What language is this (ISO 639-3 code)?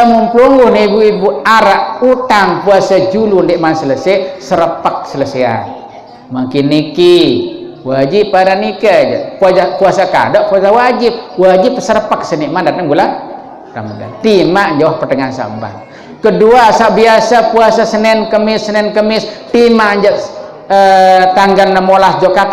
sas